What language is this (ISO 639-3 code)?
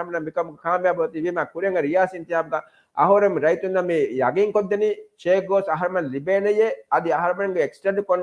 div